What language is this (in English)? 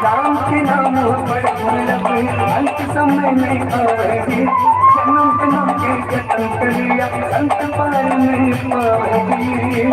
Chhattisgarhi